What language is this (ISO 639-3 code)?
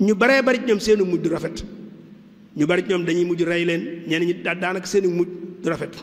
wol